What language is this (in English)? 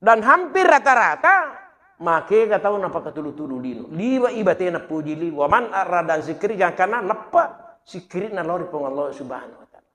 Buginese